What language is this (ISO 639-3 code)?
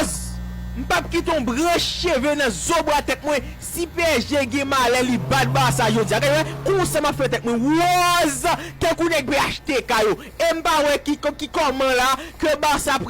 hat